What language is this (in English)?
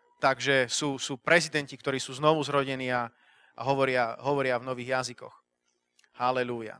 Slovak